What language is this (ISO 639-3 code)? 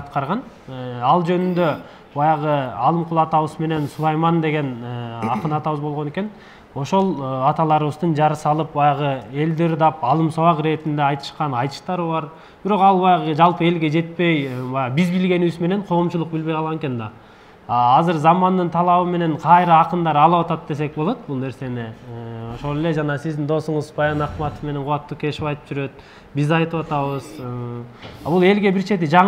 kir